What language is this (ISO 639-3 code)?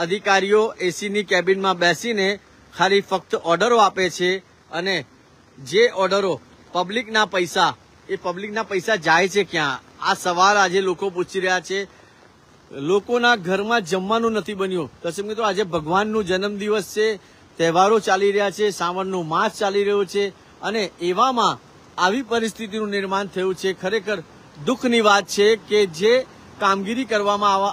guj